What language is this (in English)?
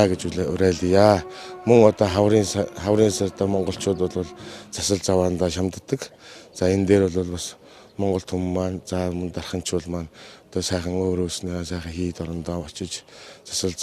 Mongolian